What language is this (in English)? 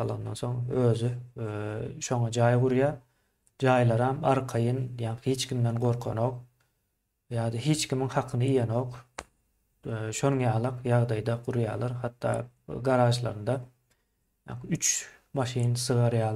Turkmen